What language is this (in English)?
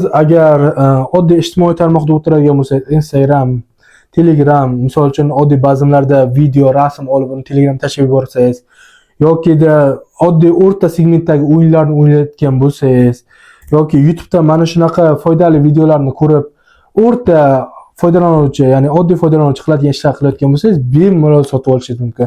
Uzbek